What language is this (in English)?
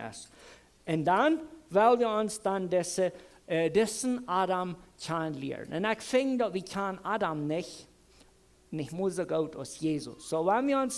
Plautdietsch